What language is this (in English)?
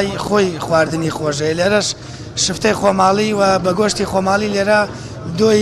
Central Kurdish